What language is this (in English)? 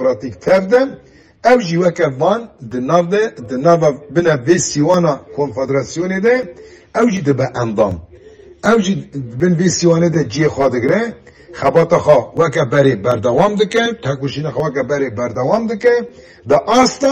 Kurdish